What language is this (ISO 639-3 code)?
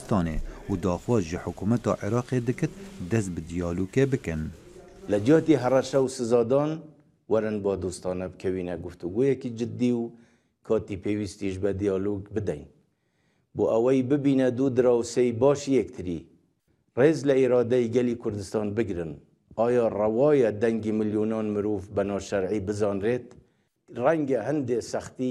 kur